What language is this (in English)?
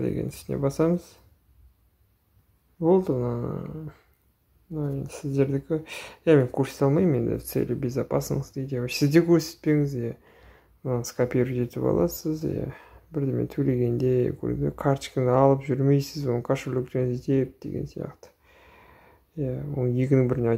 Kazakh